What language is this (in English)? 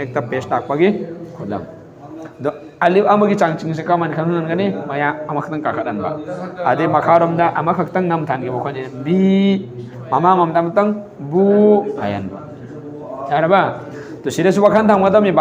Manipuri